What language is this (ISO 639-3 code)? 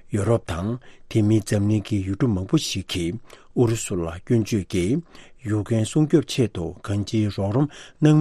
bod